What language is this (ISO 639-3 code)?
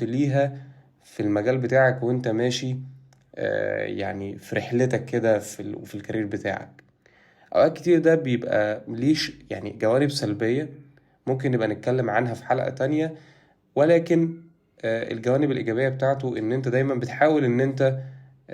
arz